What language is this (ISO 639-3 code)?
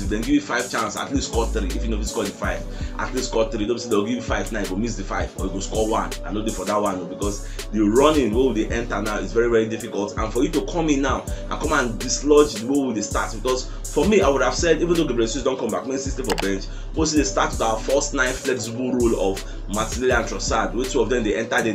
pcm